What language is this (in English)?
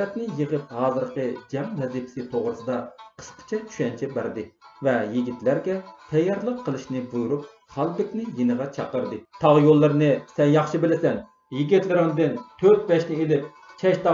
Uyghur